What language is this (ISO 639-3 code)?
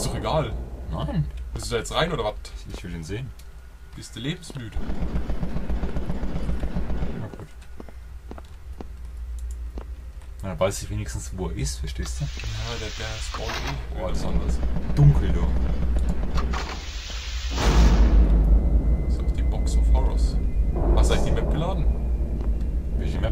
deu